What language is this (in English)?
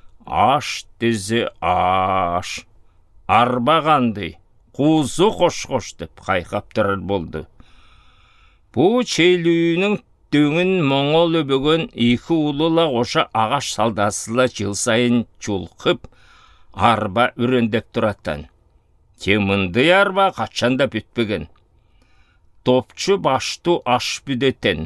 Southern Altai